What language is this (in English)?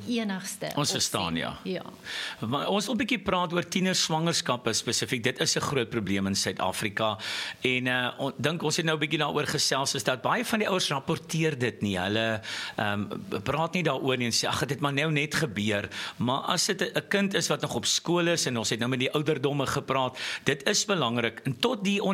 Afrikaans